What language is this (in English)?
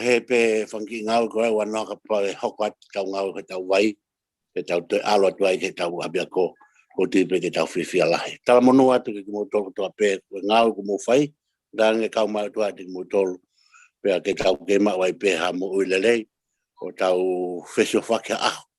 Tongan